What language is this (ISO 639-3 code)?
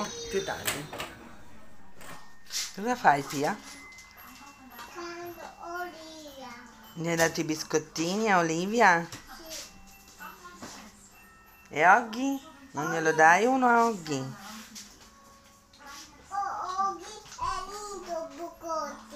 ita